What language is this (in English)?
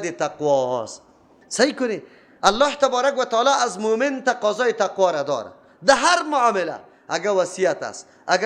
Persian